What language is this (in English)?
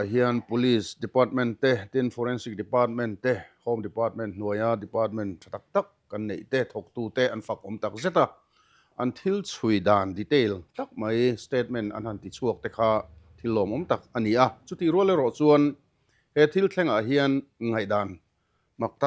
Mizo